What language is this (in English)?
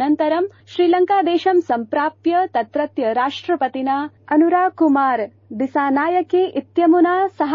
Sanskrit